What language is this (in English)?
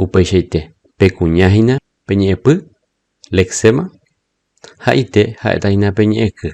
Guarani